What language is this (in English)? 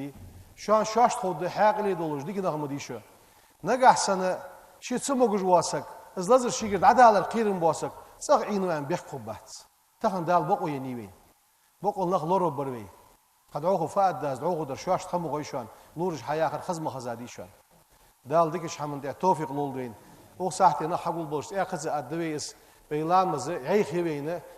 Ingush